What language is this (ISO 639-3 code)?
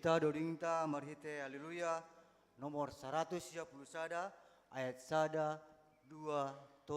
bts